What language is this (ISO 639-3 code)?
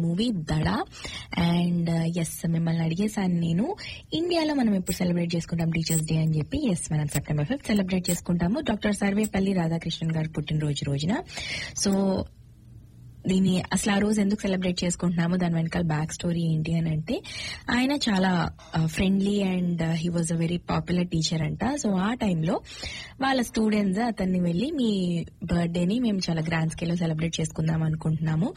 tel